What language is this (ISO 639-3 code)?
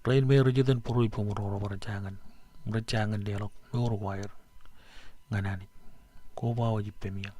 mah